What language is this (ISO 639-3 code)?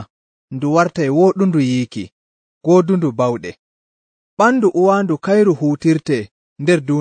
fuv